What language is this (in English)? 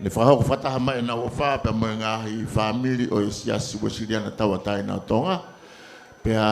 Tongan